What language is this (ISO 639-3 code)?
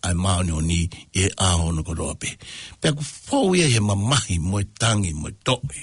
ton